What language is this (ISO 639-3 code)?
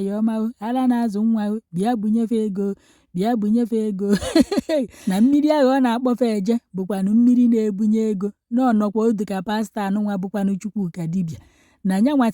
ibo